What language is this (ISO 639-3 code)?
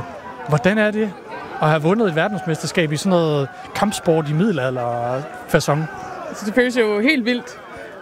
dan